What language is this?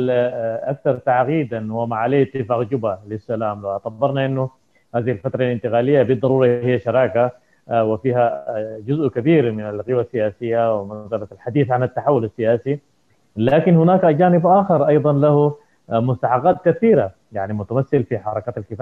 Arabic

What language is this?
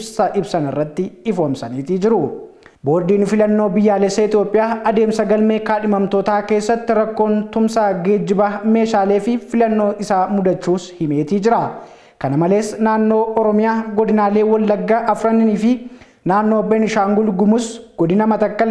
Oromo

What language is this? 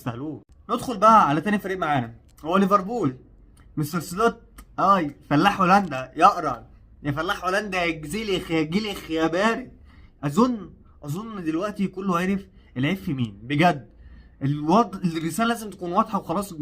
Egyptian Arabic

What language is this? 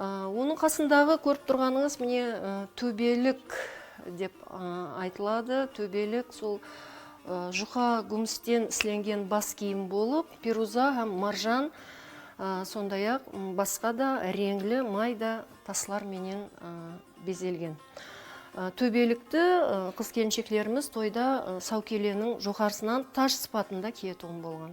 Kara-Kalpak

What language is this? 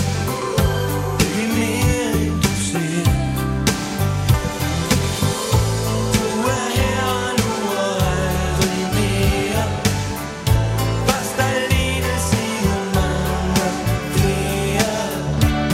Danish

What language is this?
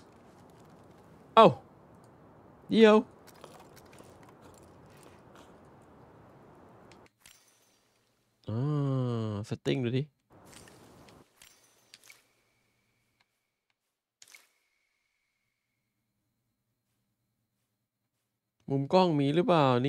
Thai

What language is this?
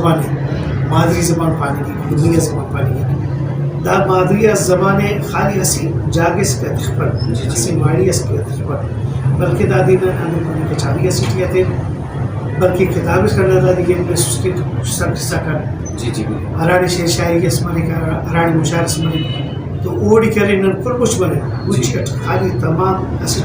Brahui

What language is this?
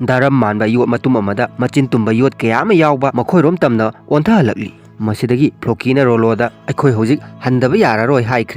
Manipuri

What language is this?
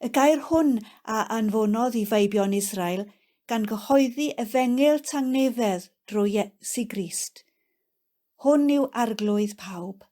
Welsh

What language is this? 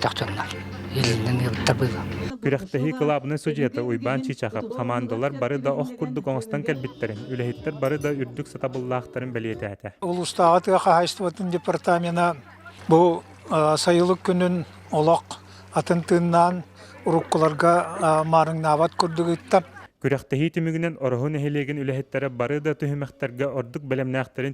Yakut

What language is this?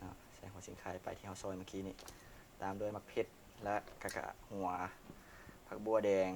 Lao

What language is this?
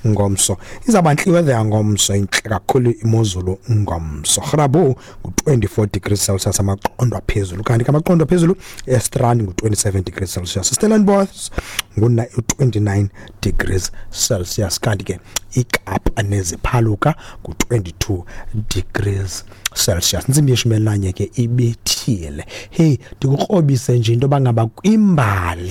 Xhosa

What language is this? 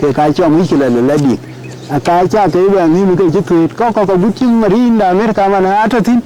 Dinka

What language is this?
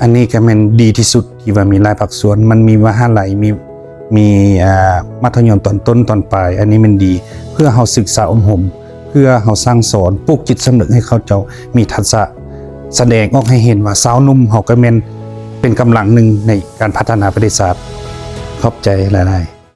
Lao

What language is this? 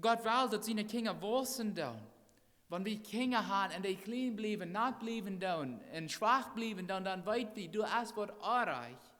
Plautdietsch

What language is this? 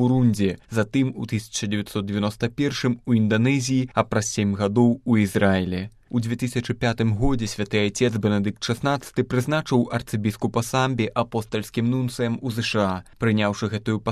Belarusian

